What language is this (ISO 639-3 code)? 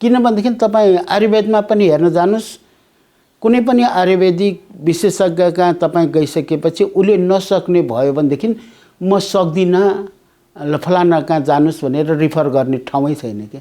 nep